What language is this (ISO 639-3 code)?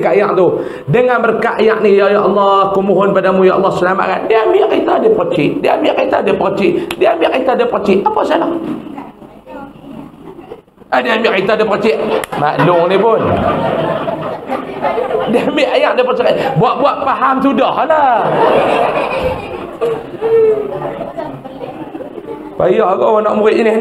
msa